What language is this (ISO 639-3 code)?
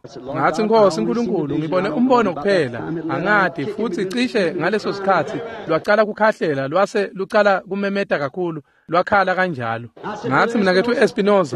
ssw